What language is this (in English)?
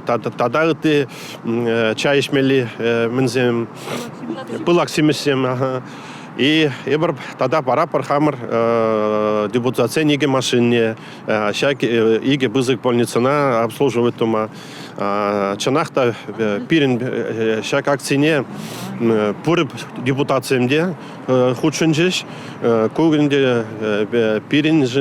Chuvash